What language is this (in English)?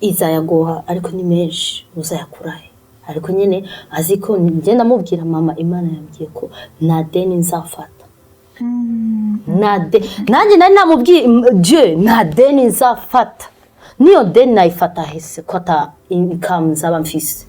Rundi